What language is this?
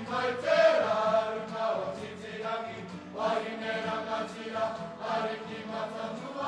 Māori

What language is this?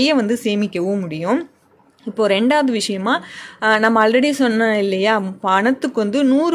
Tamil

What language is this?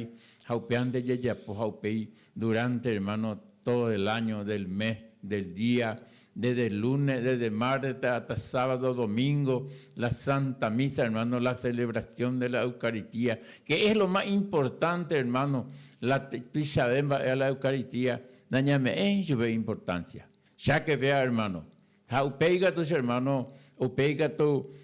Guarani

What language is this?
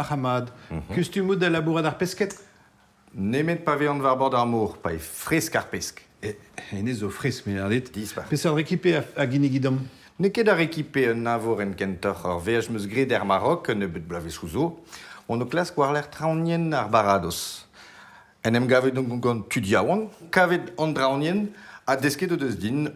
Breton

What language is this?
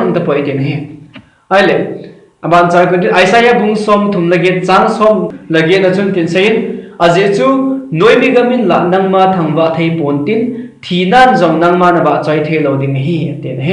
Thado Chin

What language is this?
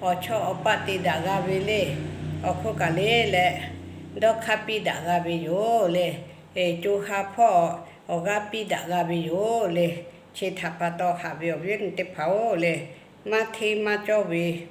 Lahu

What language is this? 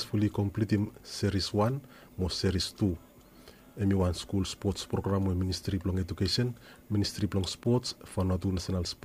Bislama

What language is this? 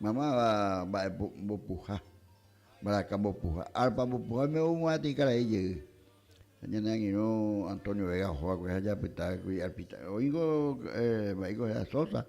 Guarani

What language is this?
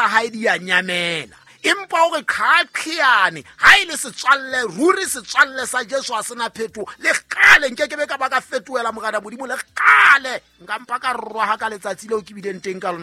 Southern Sotho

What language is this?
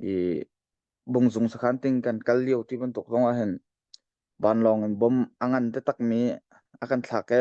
Hakha Chin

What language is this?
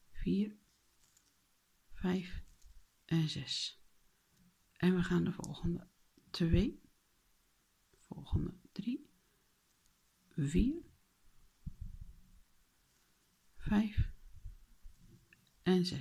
Dutch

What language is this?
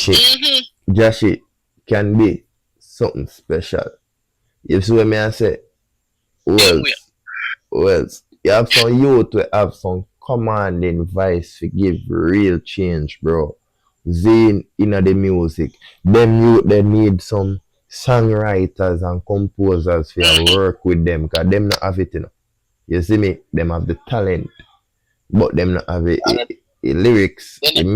Jamaican Creole English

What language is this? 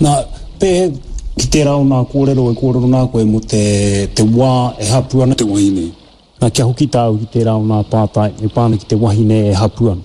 Māori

